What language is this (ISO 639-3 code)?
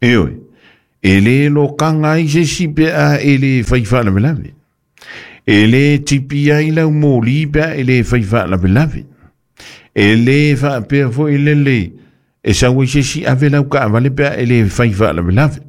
smo